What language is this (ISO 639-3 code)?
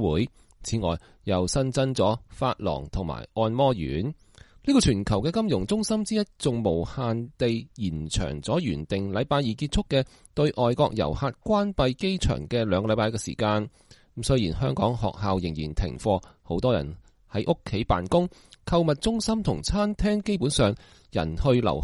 yue